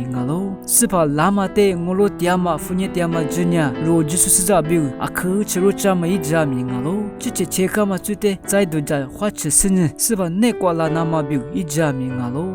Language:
Lisu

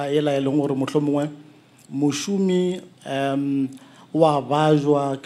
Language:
Northern Sotho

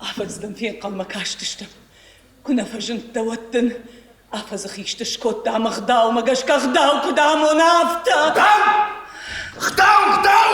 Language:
Ossetic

